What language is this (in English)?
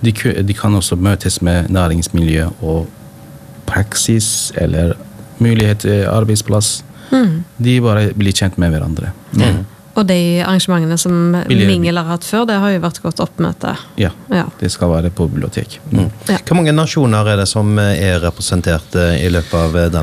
Norwegian